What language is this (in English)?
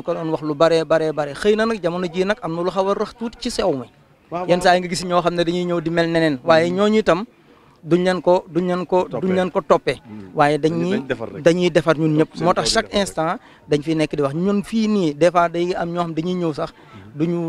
Wolof